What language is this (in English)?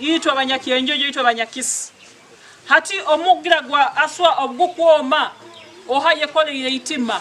Nyankole